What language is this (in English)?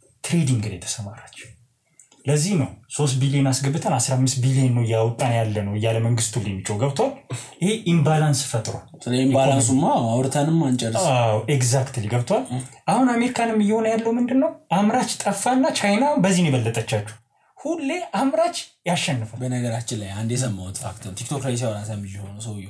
Amharic